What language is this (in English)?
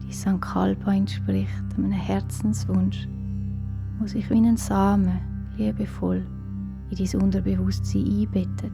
Swiss German